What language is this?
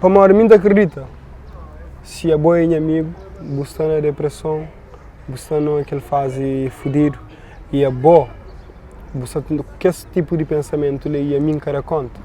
Kabuverdianu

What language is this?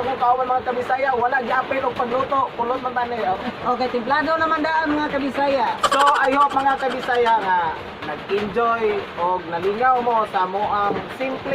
Cebuano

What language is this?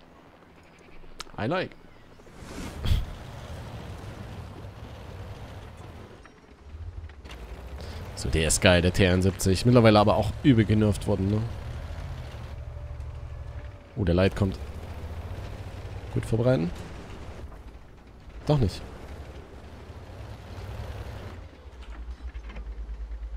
German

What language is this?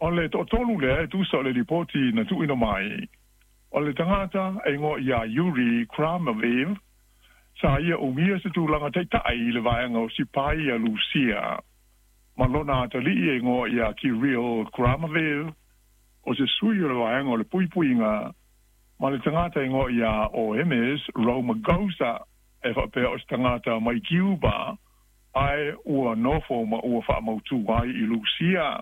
Samoan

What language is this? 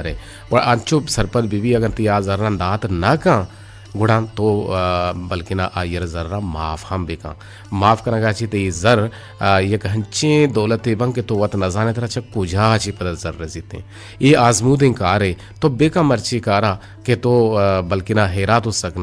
Eastern Balochi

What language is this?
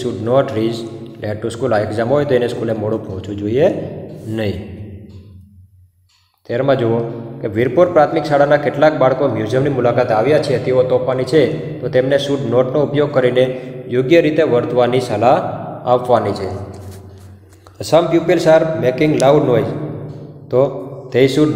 Gujarati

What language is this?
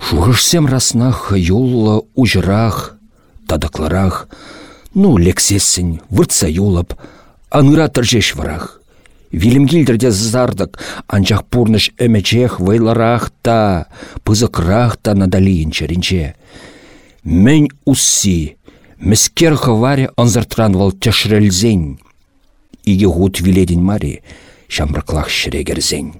Chuvash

